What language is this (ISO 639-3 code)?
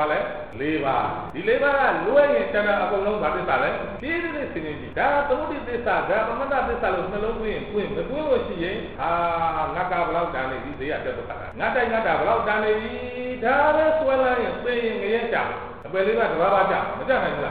mya